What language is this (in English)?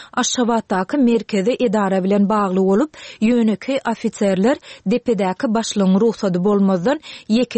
Turkmen